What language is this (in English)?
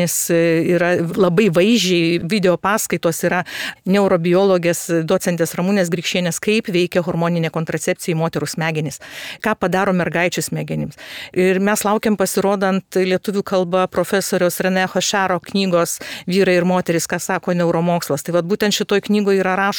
Lithuanian